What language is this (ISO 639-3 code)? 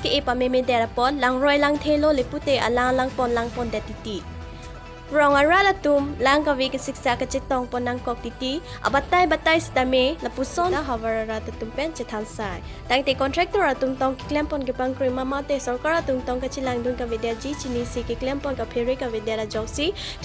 mjw